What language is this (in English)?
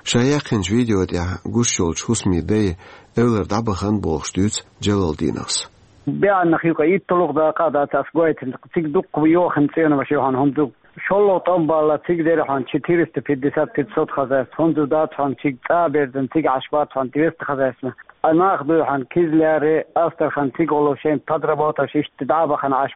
Chechen